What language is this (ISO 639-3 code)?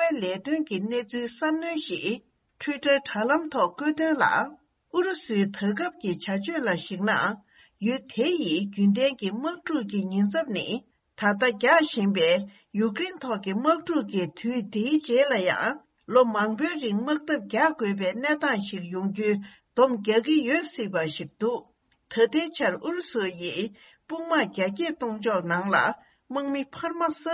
bod